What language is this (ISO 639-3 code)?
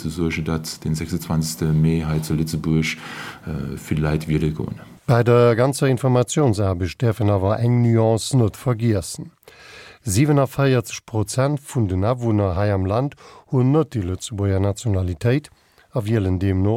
ltz